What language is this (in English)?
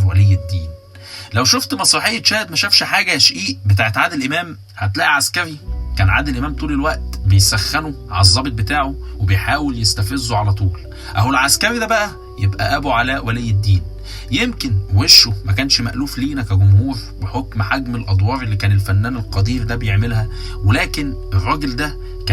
Egyptian Arabic